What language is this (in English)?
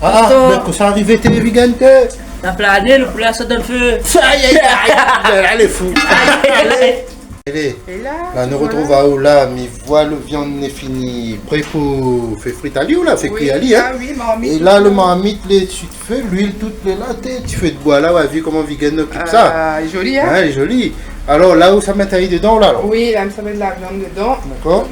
Réunion Creole French